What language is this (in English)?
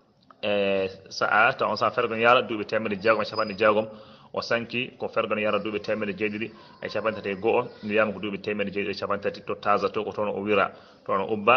Fula